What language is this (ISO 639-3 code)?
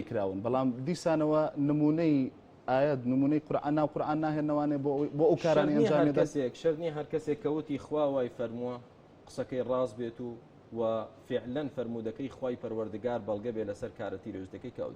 ckb